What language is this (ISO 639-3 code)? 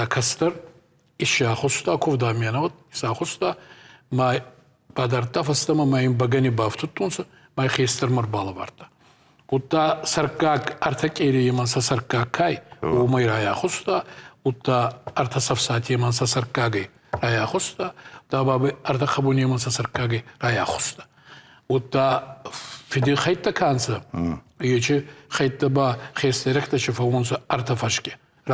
oss